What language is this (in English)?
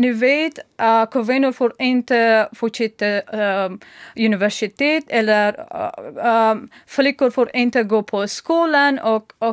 Swedish